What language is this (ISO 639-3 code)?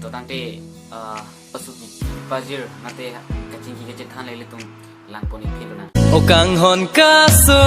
mjw